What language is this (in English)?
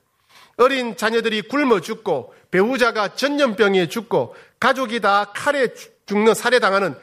Korean